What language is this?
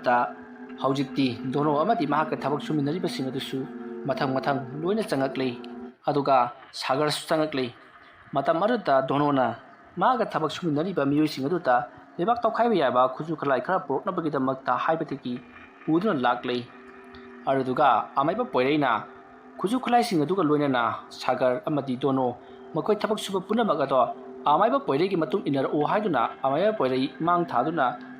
Manipuri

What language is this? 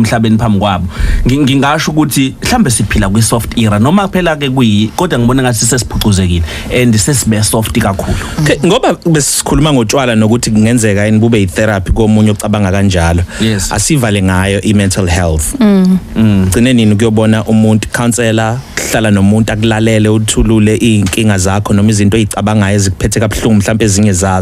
Zulu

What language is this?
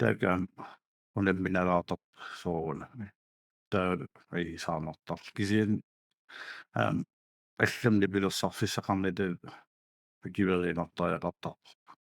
Kalaallisut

